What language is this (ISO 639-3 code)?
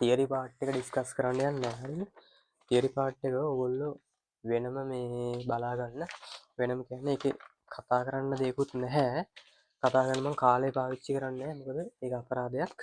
sin